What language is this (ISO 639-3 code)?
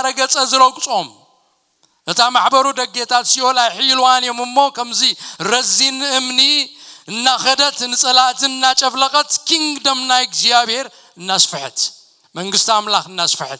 tir